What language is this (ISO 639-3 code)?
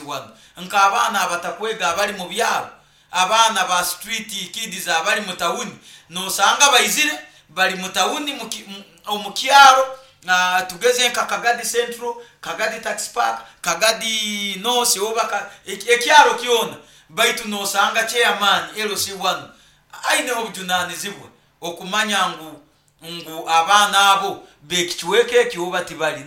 nyo